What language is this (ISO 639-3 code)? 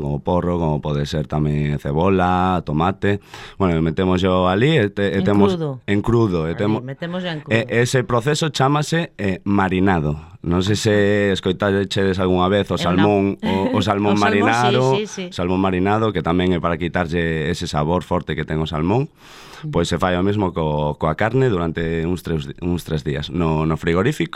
glg